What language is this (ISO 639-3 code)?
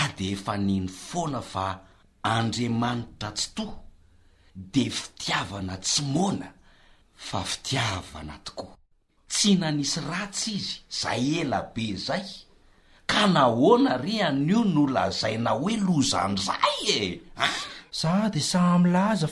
mlg